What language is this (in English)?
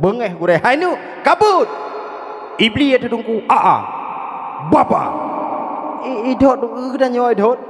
Achinese